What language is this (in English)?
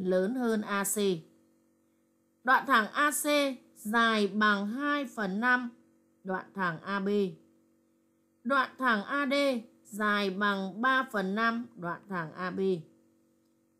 Vietnamese